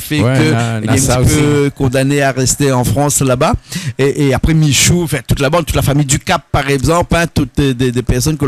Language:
Réunion Creole French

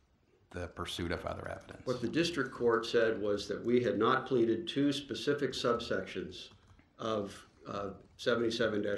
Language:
English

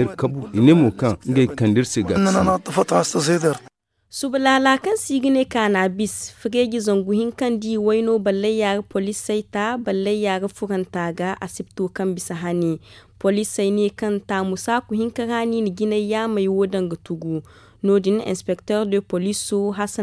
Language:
Zarma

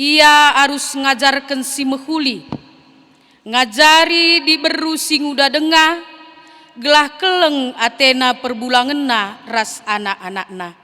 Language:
Batak Karo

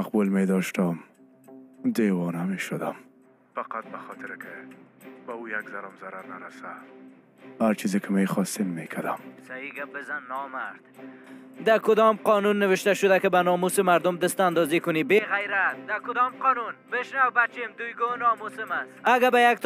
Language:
Persian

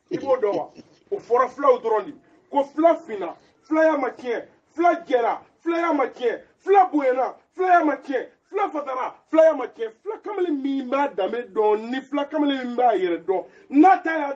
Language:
Bambara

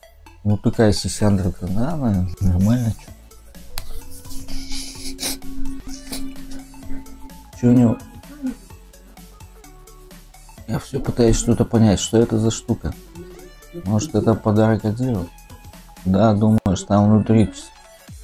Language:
Russian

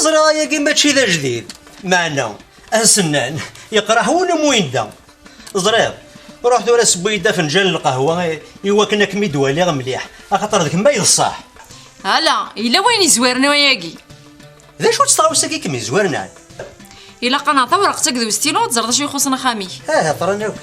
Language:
Kabyle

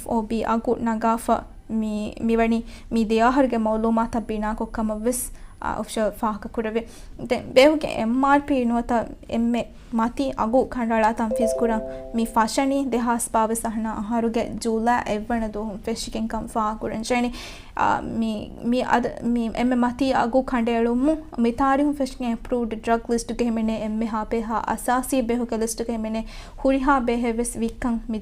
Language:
Divehi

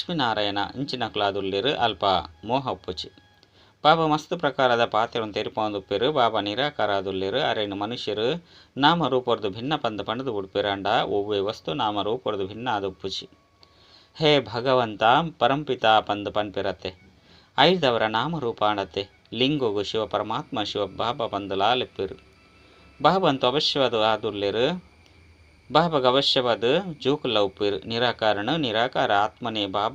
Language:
Tulu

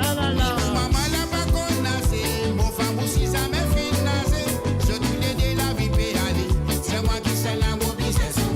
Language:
Morisyen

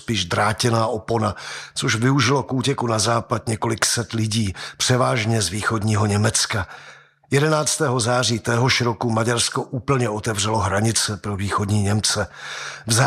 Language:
Czech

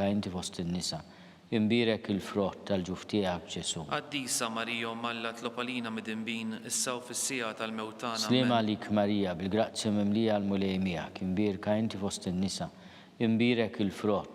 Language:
Maltese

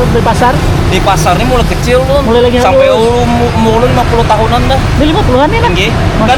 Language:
Banjar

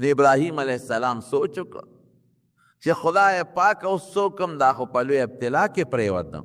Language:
Pashto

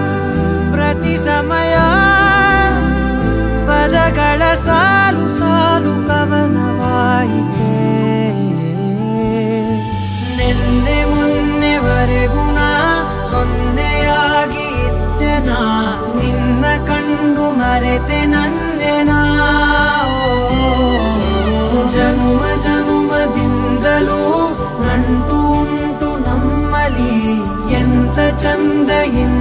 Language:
Kannada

